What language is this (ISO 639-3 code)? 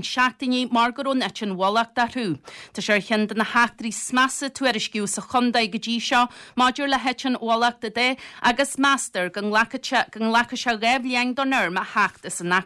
gle